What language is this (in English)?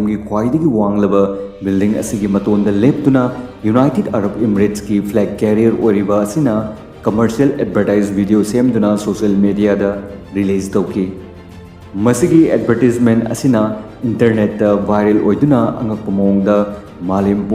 Manipuri